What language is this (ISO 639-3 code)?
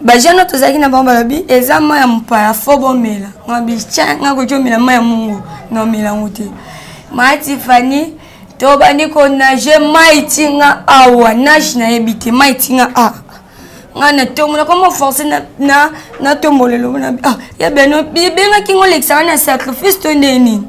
lin